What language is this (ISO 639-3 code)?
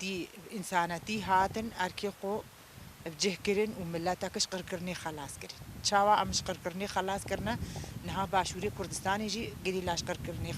kur